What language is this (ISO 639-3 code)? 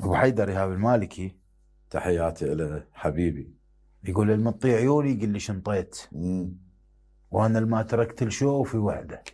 acm